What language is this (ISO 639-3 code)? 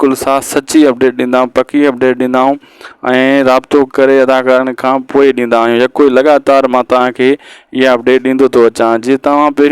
snd